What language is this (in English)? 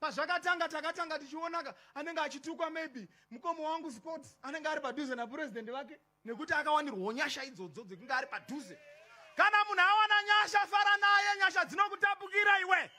Shona